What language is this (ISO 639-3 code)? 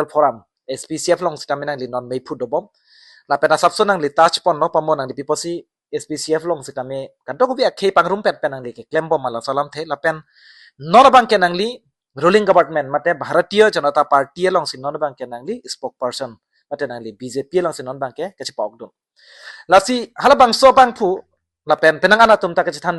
mjw